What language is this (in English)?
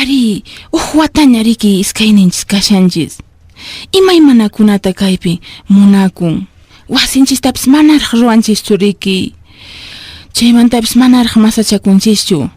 Quechua